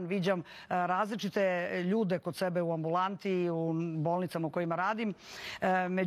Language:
Serbian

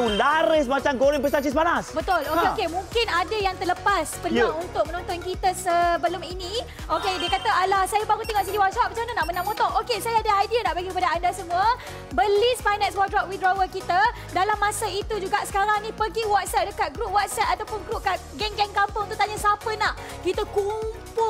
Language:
Malay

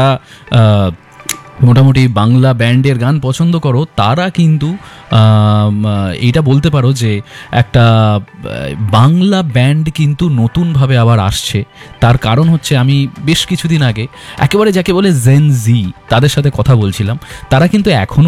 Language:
Bangla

